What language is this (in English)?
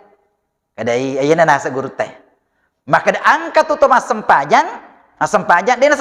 Buginese